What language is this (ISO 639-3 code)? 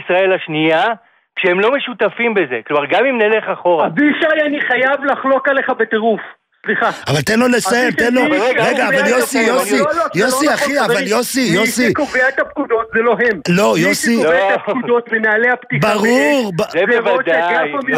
heb